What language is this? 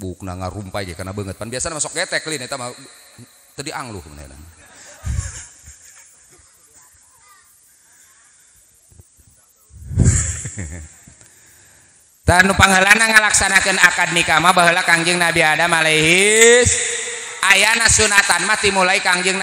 Sundanese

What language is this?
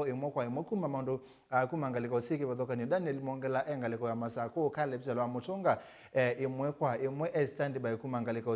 Kamba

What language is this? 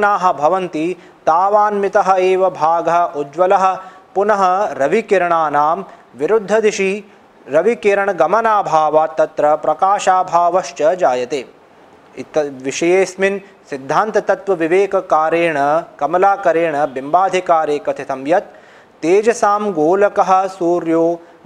Sanskrit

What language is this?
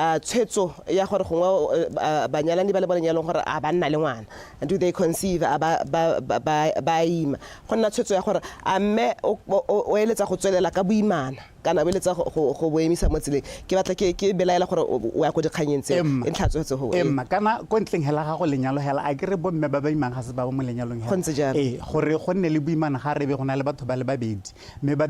Tswana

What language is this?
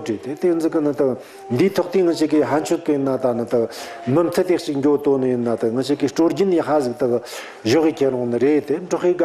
Tibetan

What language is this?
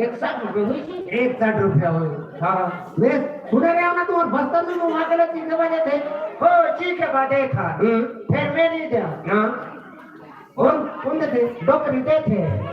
Chhattisgarhi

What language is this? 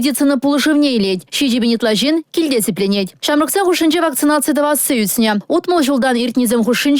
Chuvash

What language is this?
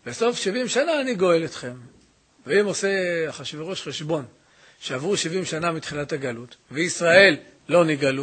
Hebrew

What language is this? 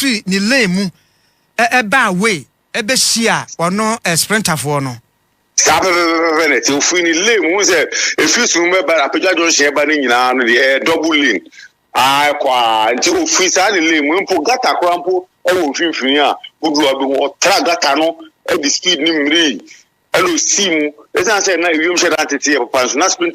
Akan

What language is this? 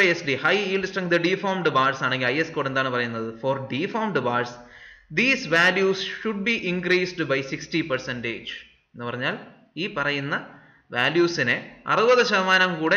Malayalam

